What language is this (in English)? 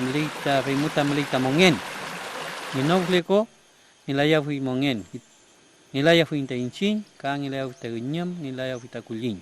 Mapuche